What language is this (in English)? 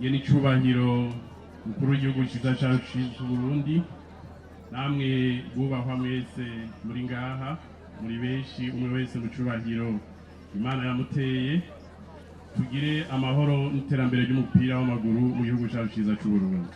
Rundi